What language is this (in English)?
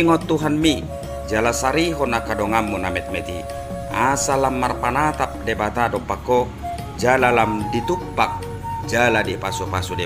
Batak Toba